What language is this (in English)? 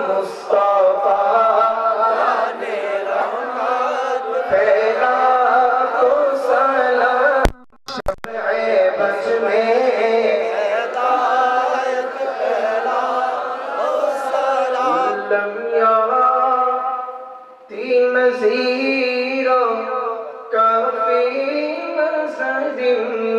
Bangla